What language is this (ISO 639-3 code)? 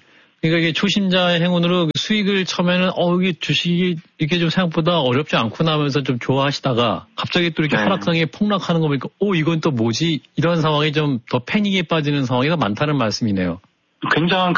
kor